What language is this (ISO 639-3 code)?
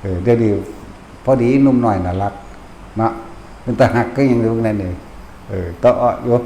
tts